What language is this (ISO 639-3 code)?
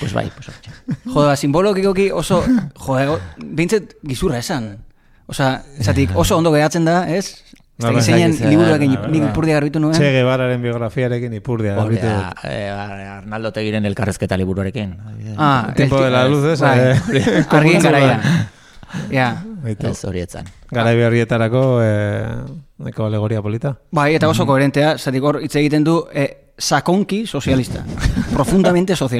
eus